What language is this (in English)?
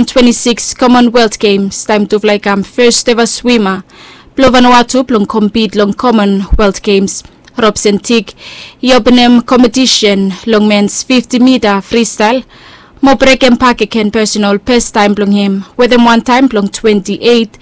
Bislama